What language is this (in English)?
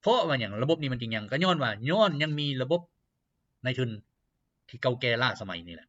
Lao